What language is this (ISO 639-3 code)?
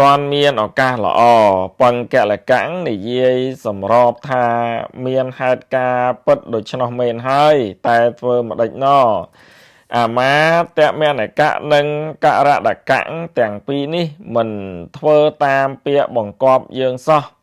khm